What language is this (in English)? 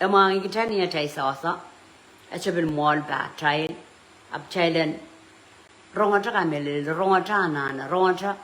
Pohnpeian